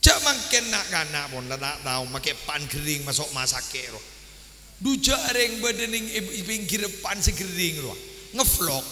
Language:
Madurese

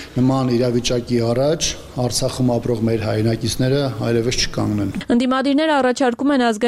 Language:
Armenian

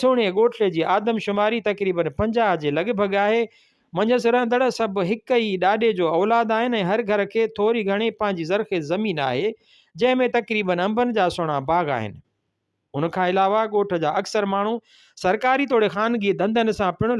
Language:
Sindhi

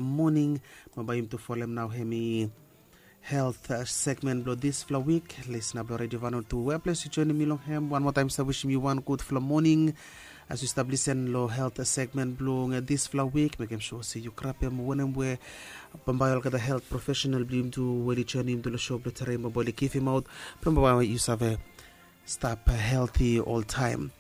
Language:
Bislama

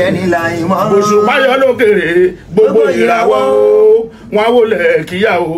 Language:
Yoruba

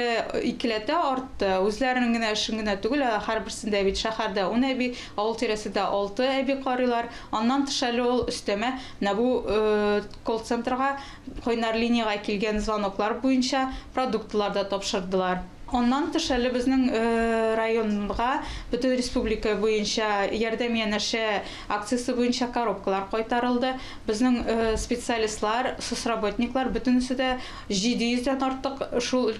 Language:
Tatar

